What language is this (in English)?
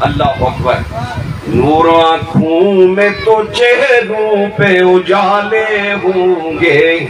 Saraiki